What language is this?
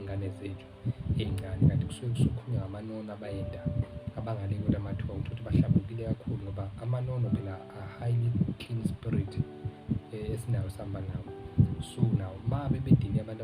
Zulu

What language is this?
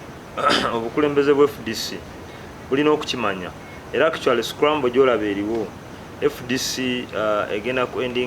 Ganda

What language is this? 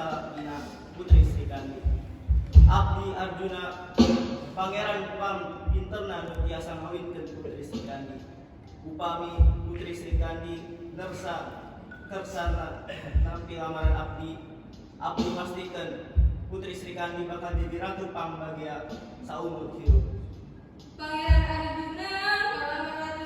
Sundanese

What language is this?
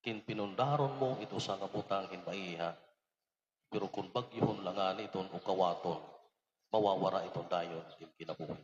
Waray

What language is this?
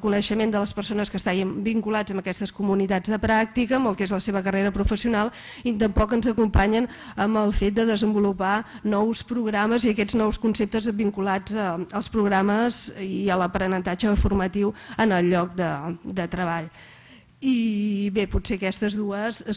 Catalan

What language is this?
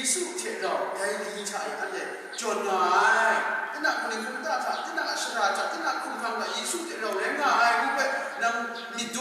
Kachin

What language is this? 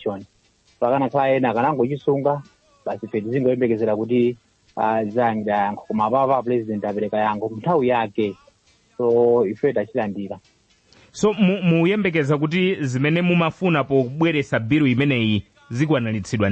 Nyanja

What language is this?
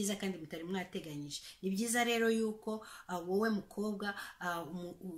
Kinyarwanda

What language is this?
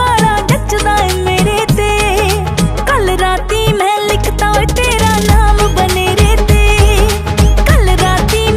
Punjabi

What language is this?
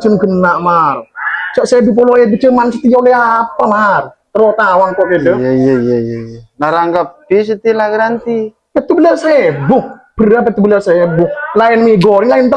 Madurese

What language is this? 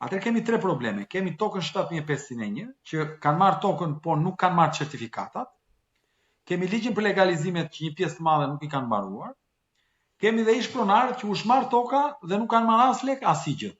Albanian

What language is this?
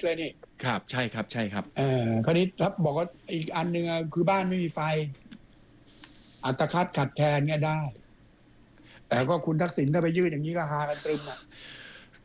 Thai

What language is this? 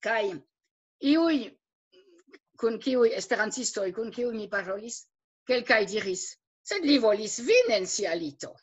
Esperanto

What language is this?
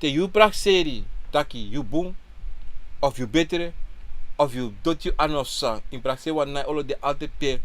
Sranan Tongo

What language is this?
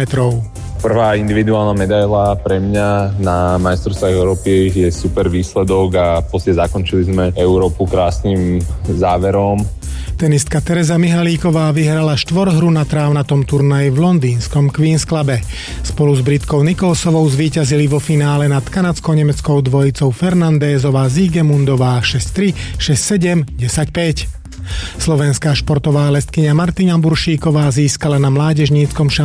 Slovak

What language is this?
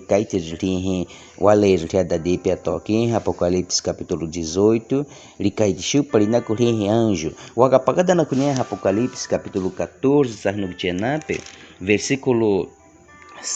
Baniwa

